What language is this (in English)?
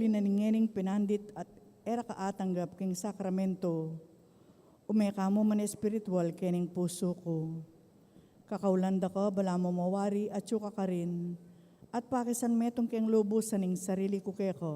Pampanga